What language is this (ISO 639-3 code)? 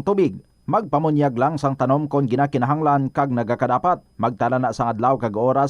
hil